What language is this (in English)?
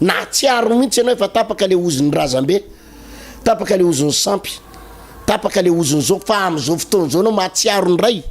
Malagasy